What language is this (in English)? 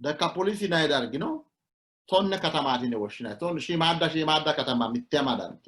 Sidamo